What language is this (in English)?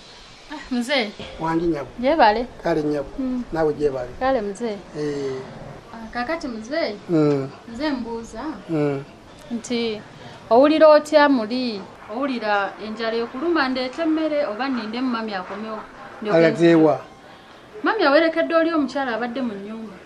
Ganda